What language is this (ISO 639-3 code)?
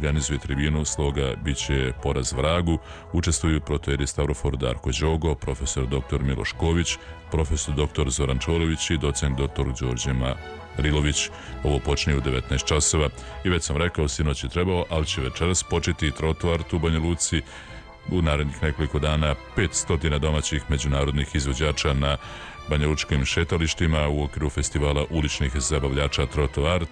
srp